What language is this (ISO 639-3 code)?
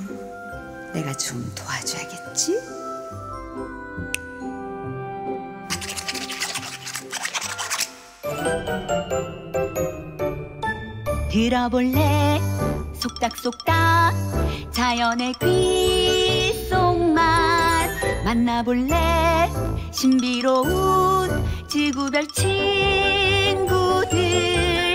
kor